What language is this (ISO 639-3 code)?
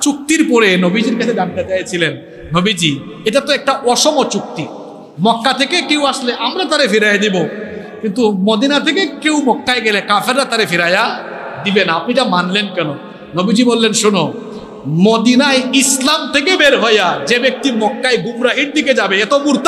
ben